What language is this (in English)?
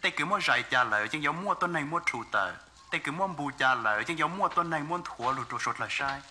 Hmong